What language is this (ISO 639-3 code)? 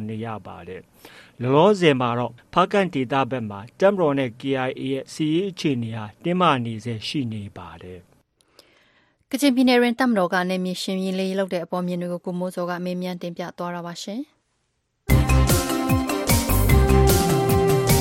mya